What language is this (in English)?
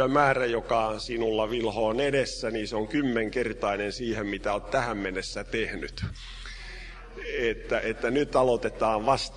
Finnish